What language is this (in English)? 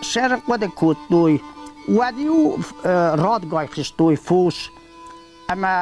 Ossetic